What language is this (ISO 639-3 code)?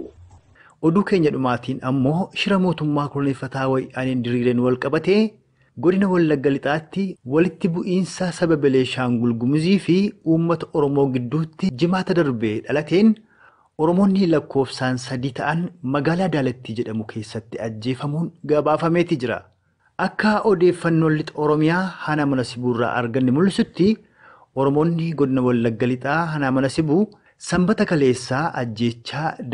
orm